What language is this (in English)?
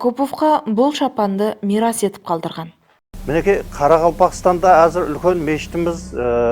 Kara-Kalpak